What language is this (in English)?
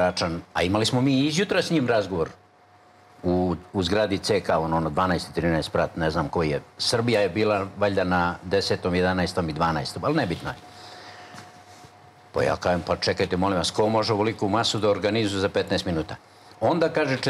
Serbian